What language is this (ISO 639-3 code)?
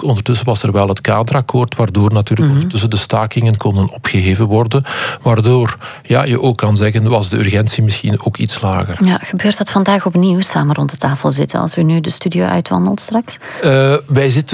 nld